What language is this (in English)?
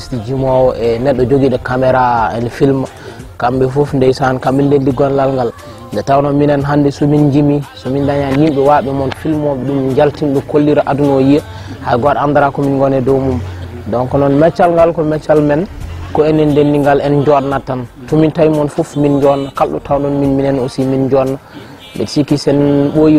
Fula